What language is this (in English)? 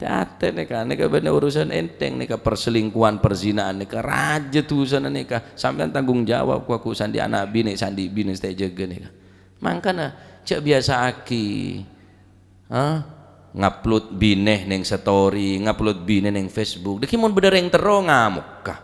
Madurese